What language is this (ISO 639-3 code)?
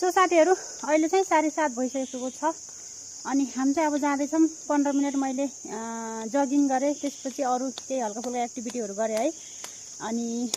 nep